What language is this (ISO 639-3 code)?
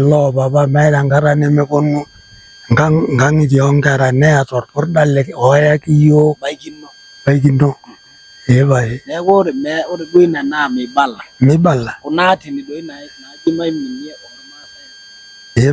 mas